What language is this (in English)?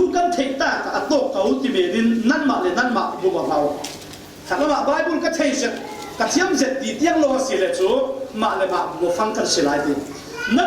Falam Chin